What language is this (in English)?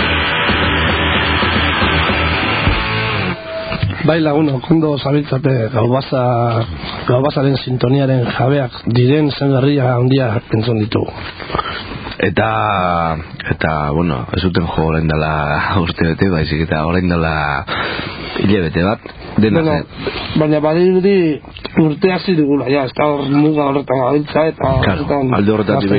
Basque